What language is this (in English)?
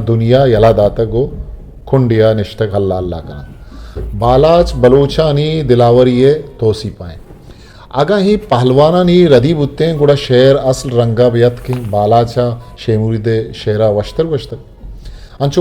Eastern Balochi